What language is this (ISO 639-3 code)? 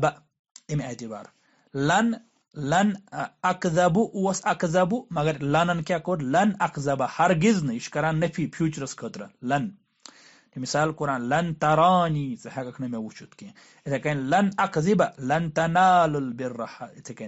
kas